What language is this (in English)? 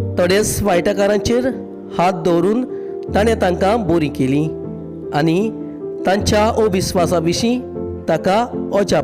Konkani